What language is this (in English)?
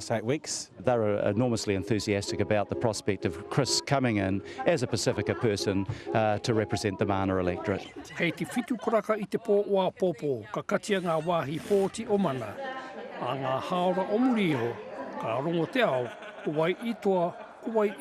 Māori